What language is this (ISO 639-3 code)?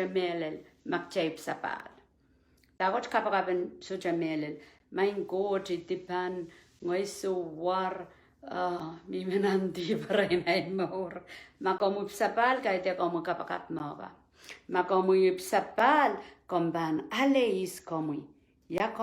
pon